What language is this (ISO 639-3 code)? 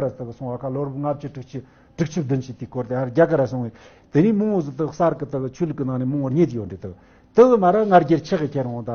bod